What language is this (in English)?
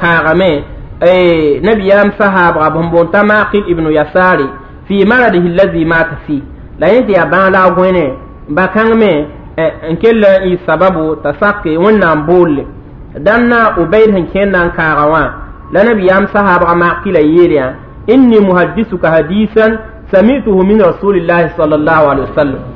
Mossi